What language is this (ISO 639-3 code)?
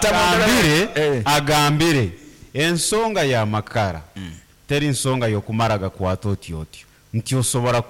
nyn